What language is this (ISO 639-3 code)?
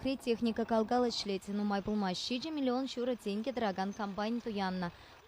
chv